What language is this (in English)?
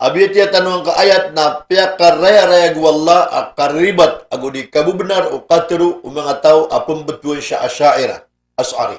Maranao